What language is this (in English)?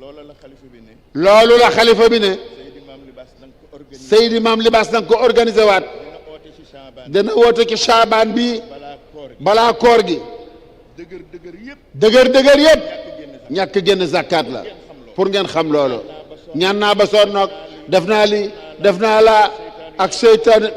Wolof